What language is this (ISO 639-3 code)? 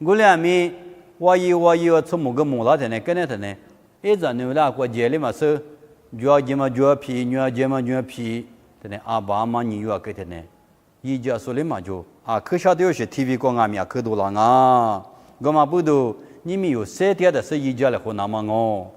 lis